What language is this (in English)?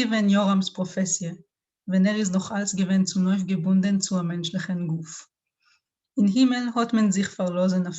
Yiddish